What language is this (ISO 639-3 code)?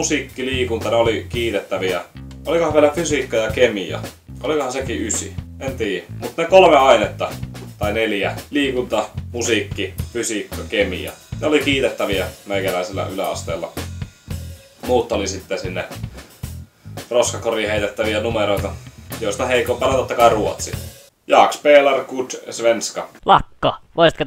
fin